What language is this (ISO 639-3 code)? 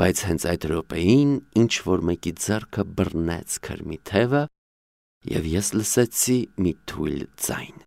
hye